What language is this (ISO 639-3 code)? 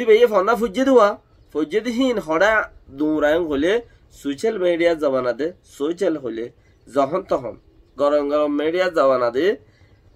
rhg